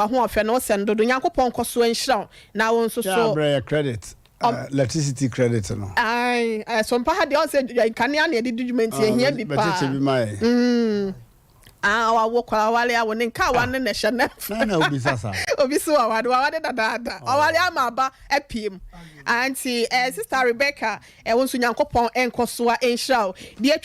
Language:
Akan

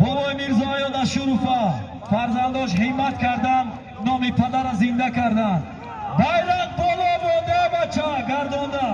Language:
Tajik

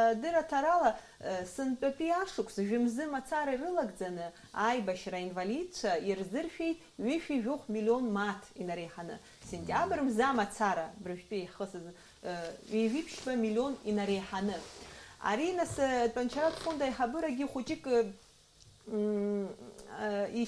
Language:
Abkhazian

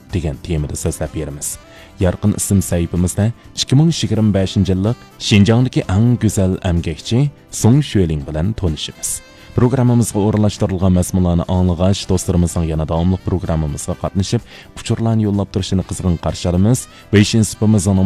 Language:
Uyghur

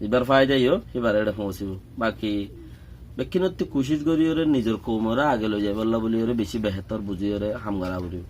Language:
Rohingya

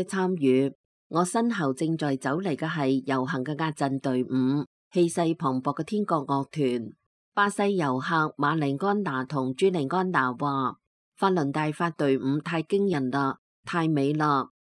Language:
Cantonese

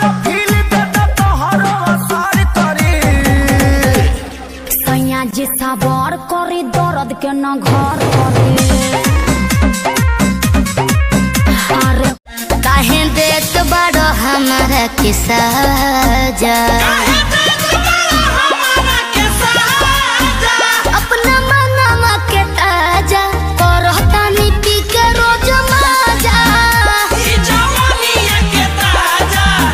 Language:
Bhojpuri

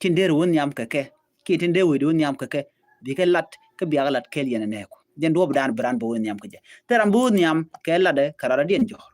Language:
Nuer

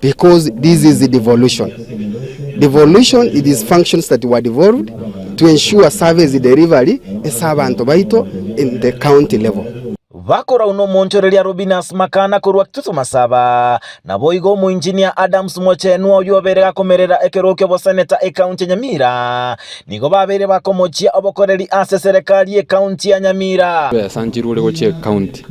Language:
Gusii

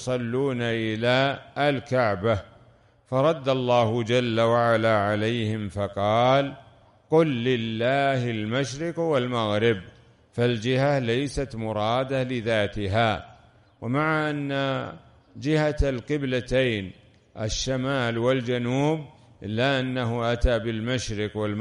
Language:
Arabic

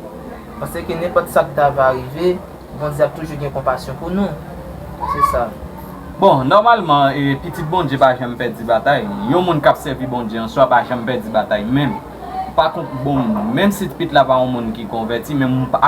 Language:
Haitian Creole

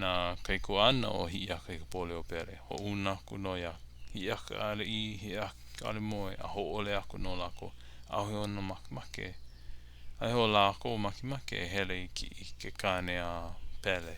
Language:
Hawaiian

